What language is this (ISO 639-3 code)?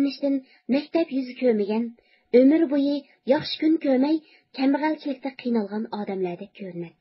uig